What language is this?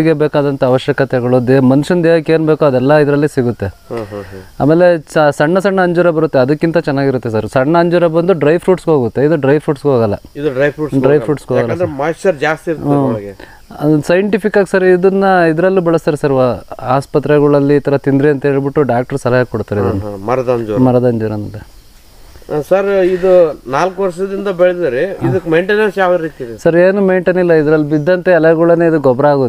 Kannada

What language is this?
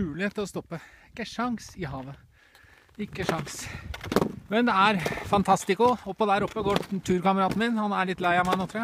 Norwegian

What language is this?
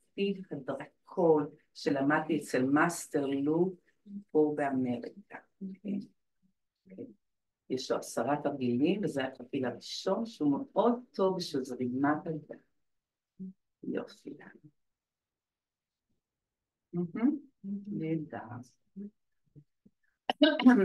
Hebrew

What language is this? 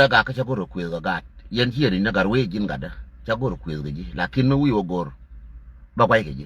Nuer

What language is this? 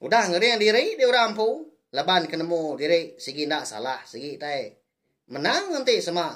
Iban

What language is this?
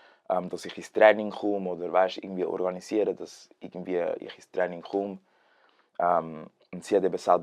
Swiss German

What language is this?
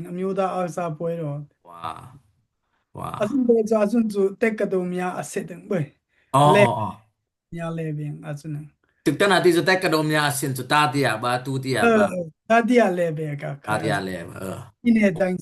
Dimasa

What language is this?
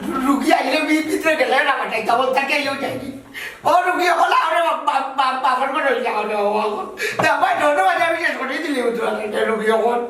Sylheti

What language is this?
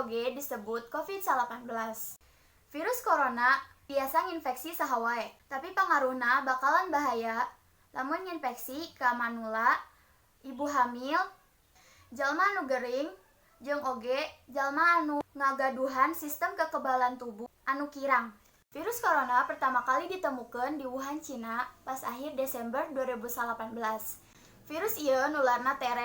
Sundanese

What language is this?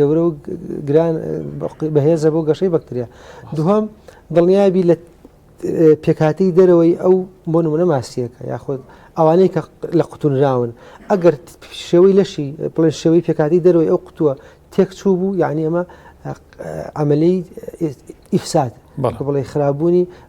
Central Kurdish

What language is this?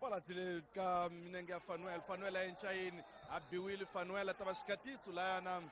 Tsonga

